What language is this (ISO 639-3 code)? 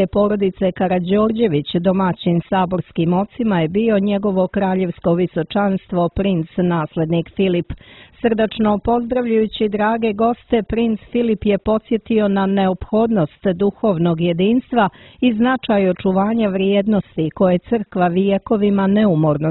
srp